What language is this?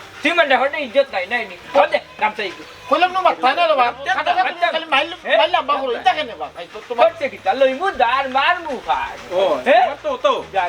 Sylheti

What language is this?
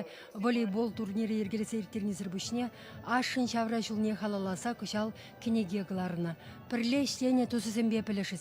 Chuvash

